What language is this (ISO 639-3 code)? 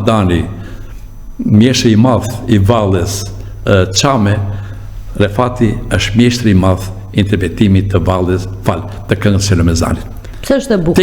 sqi